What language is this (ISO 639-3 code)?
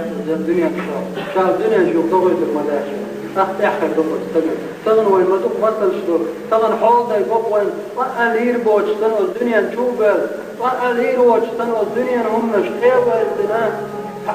che